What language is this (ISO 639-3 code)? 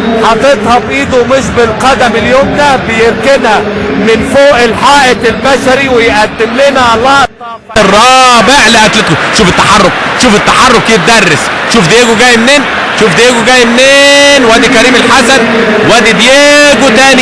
arz